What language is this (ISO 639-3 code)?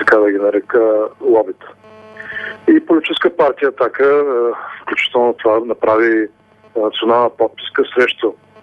bul